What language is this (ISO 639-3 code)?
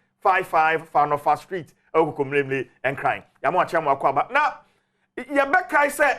aka